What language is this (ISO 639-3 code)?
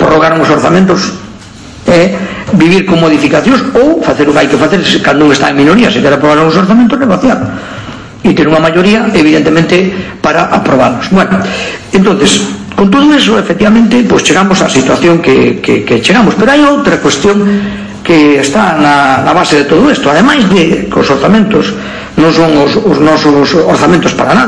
glg